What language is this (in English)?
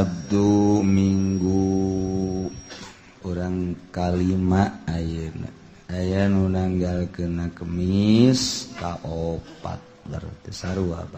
Sundanese